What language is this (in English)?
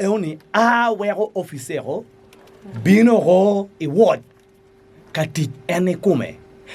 Acoli